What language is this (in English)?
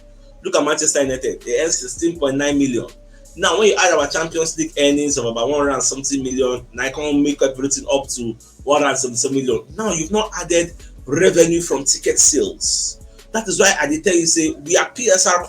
Nigerian Pidgin